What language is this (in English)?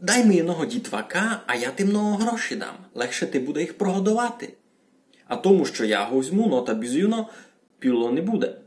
Rusyn